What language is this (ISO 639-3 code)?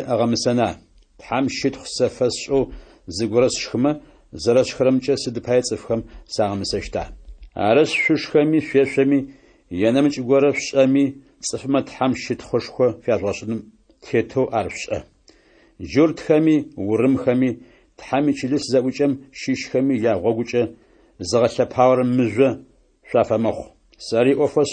ady